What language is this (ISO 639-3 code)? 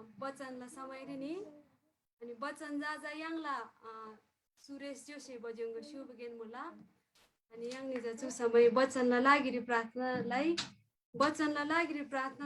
taj